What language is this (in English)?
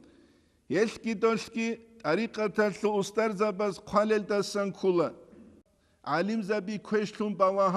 Avaric